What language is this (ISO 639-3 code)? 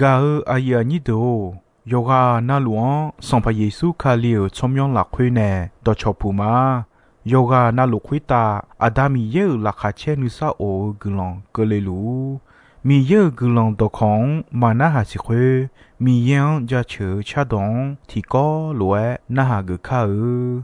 ahk